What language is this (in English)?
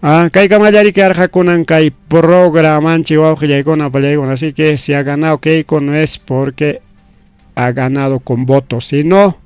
Ayacucho Quechua